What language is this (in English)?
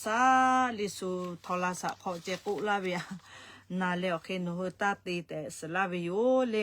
Lahu